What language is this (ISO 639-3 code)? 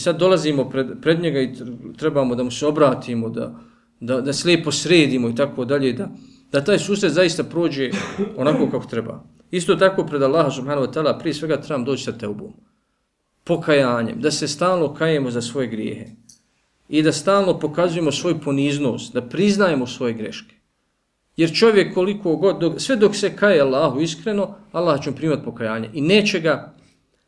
bos